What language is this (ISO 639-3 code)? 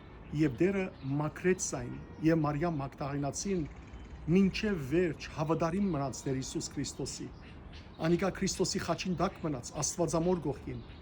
hyw